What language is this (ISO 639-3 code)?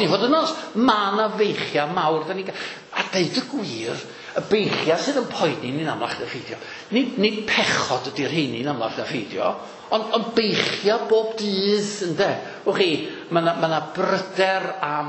cym